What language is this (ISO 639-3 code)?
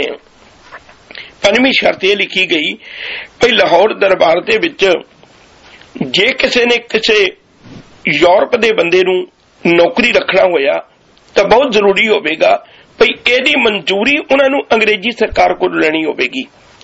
pan